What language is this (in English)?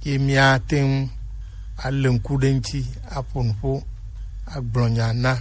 Gen